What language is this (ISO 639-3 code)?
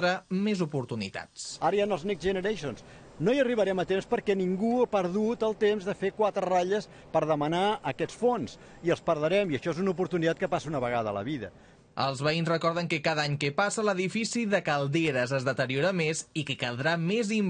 cat